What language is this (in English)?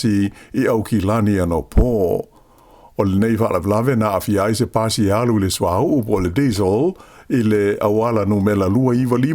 Samoan